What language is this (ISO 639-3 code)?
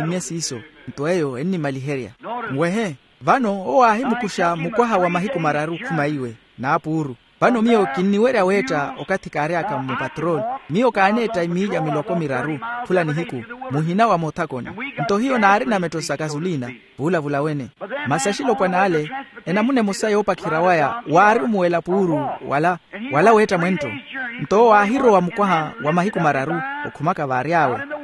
vmw